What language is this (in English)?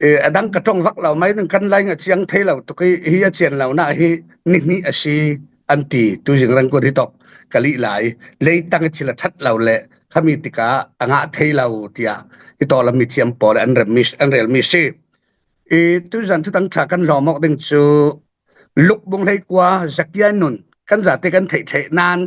Falam Chin